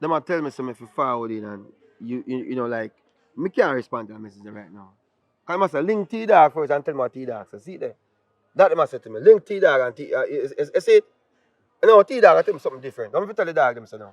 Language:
Jamaican Creole English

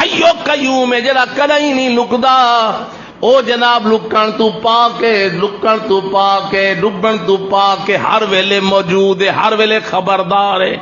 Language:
Saraiki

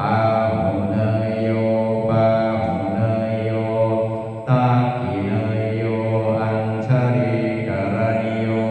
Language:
Pali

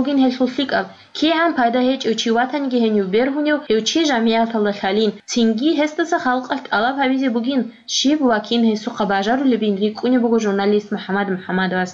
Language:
Avaric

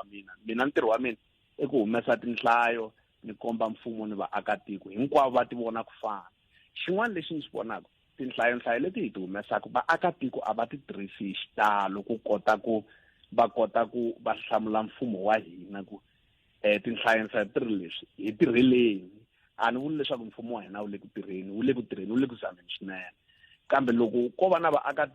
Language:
Tsonga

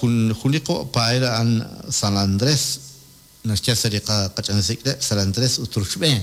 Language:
Kekchí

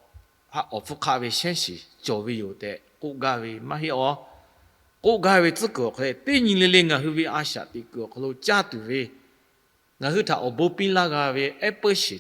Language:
Lahu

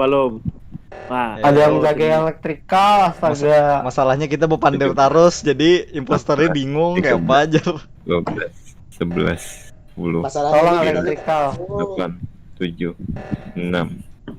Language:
Banjar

